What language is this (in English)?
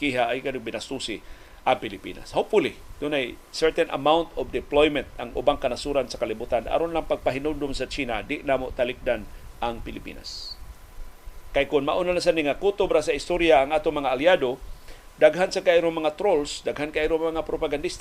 Cebuano